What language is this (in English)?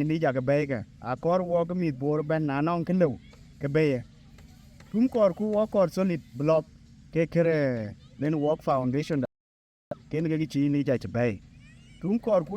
Dinka